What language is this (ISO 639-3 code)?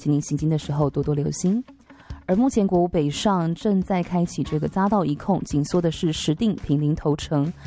zho